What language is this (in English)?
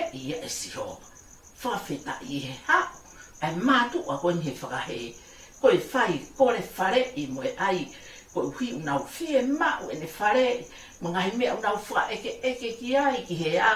Tongan